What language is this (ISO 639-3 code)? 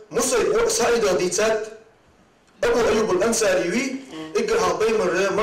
inh